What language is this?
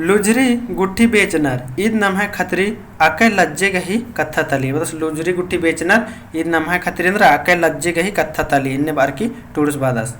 Kurukh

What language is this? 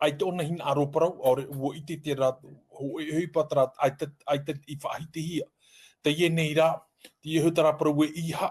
Tahitian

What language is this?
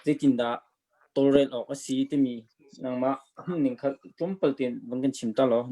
Hakha Chin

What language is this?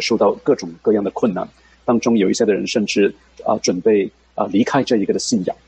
Chinese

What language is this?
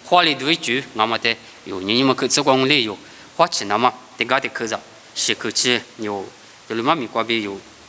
Lisu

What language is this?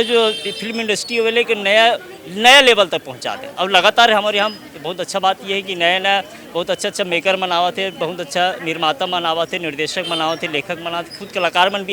Chhattisgarhi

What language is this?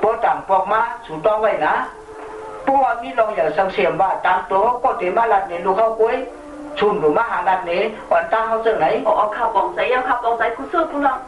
Shan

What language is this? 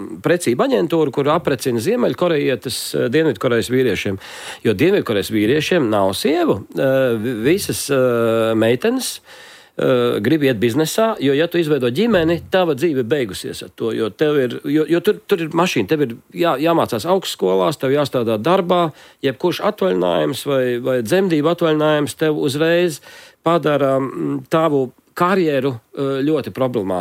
Latvian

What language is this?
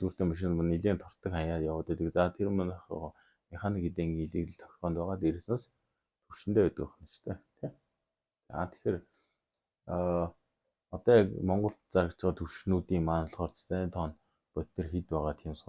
Mongolian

